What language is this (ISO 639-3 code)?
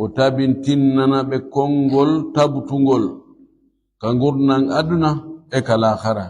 ful